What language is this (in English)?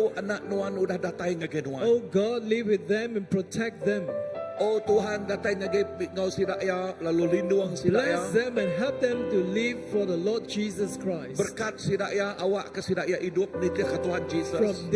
Iban